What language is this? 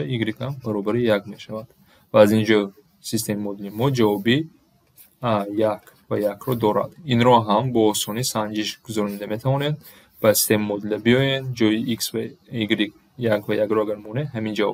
Tajik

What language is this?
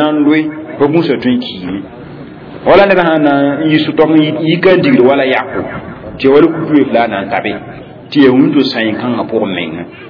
Mossi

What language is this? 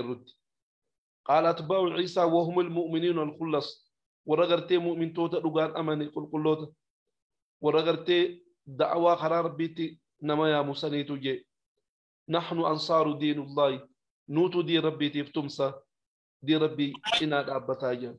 Oromo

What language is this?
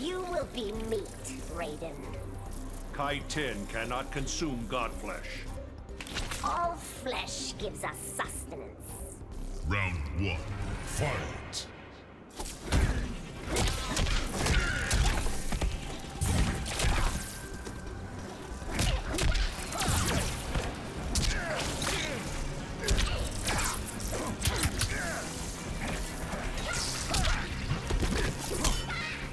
English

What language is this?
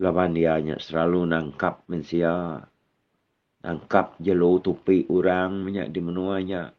Iban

